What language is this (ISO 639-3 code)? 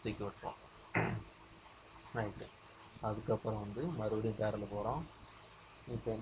tam